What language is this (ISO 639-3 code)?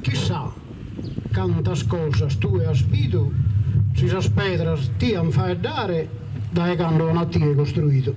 srd